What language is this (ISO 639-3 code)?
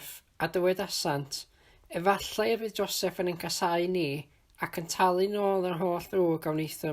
cym